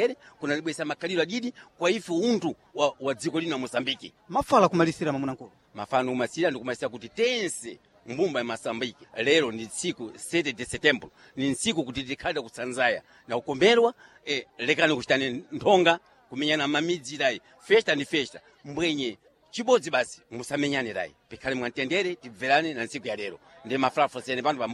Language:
Sena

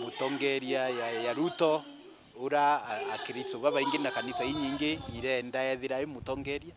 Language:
Meru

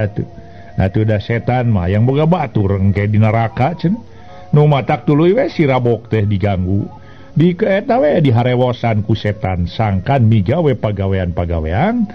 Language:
Sundanese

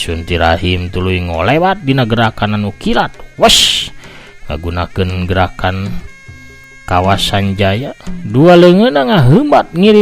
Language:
Sundanese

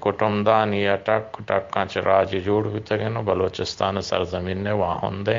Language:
Eastern Balochi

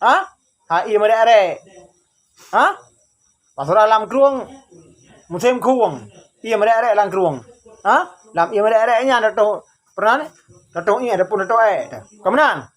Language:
Achinese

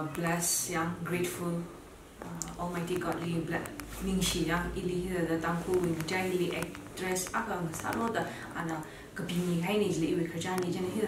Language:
Tangkhul Naga (India)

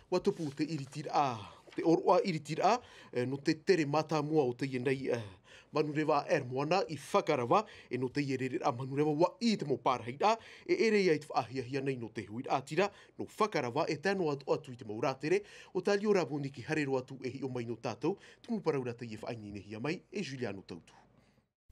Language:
Tahitian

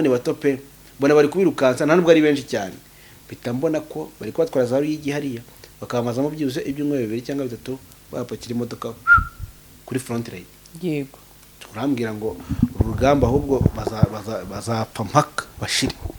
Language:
Kinyarwanda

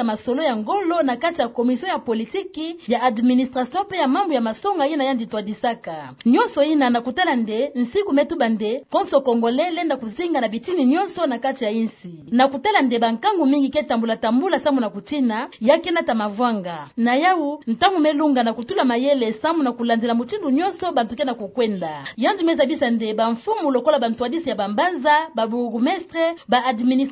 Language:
Kituba (Democratic Republic of Congo)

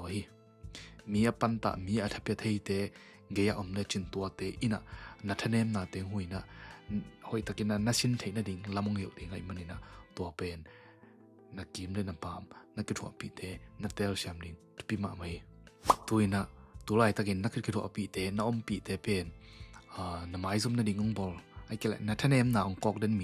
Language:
Tedim Chin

